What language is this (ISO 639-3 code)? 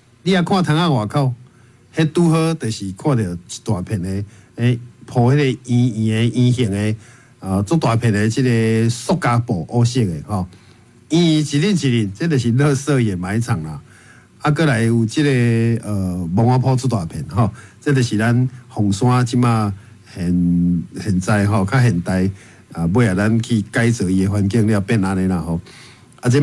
nan